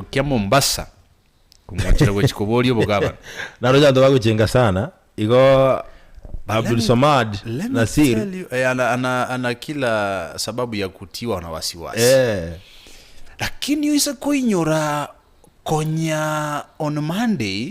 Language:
Gusii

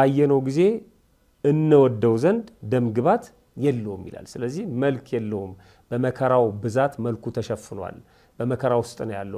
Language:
Amharic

